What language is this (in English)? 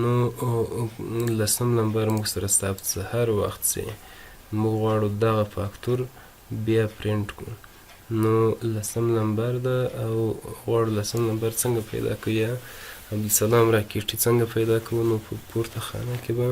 Pashto